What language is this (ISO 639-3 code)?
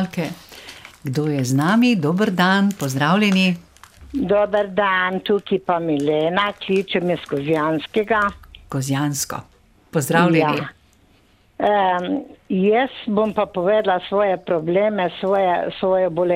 slv